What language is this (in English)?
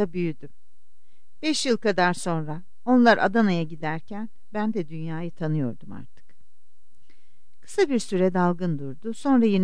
Turkish